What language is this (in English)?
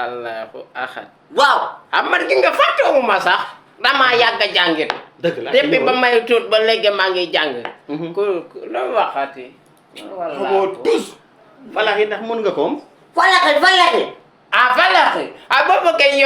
Wolof